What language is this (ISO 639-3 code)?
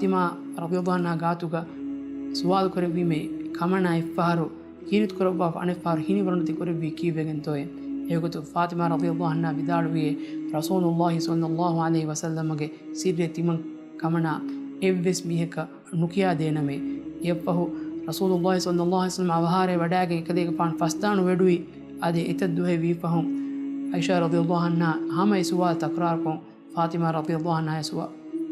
div